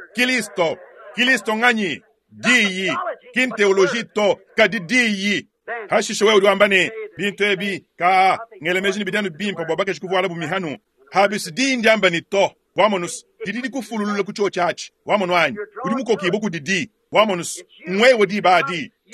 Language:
Luba-Lulua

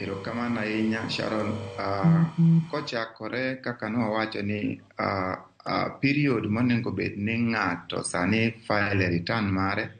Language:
Luo (Kenya and Tanzania)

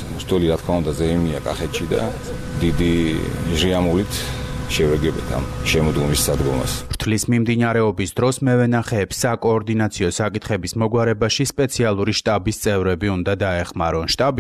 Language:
Georgian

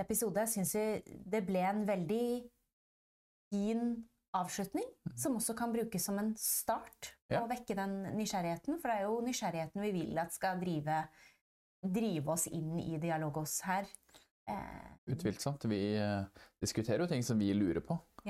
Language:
Norwegian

